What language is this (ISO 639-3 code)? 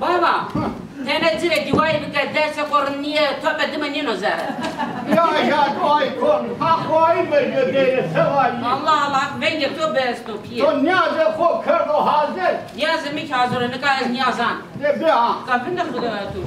zza